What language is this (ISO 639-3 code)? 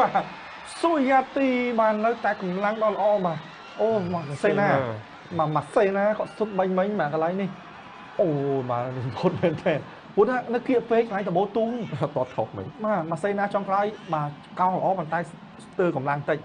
khm